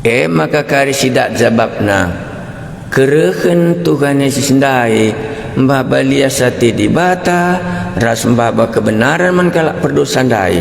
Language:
Batak Karo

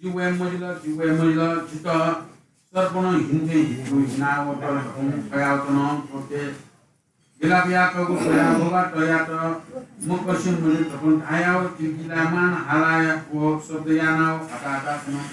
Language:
Newari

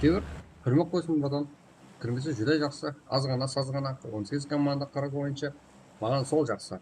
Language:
Kara-Kalpak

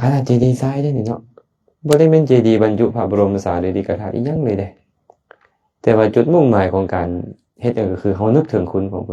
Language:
Lao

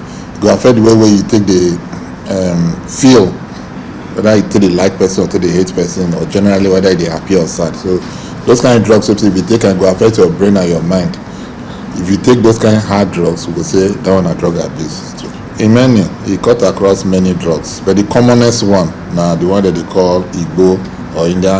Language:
Nigerian Pidgin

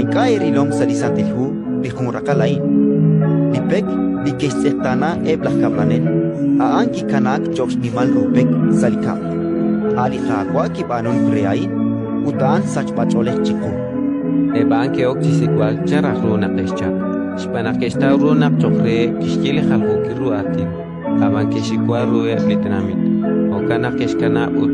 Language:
Kekchí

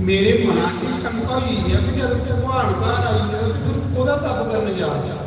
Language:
Dogri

